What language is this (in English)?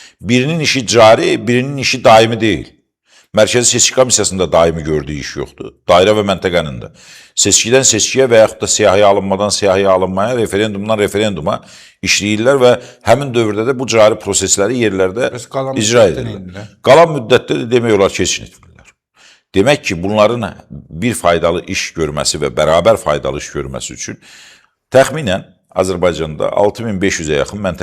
Azerbaijani